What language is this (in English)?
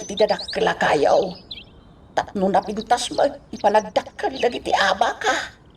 Iloko